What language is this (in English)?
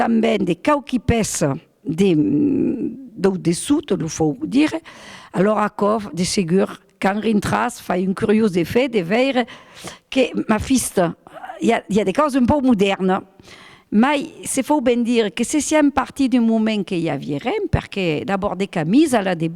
Occitan